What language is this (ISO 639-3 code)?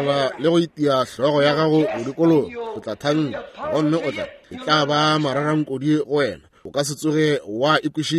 nso